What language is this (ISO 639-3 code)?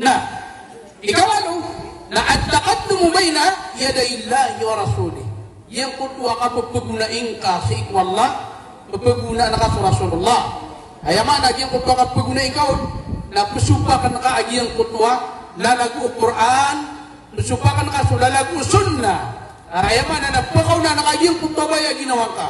mrw